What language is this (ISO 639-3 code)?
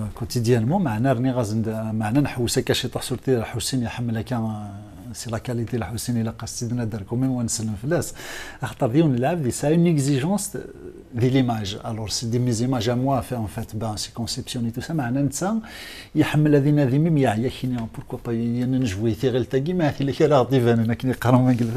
kab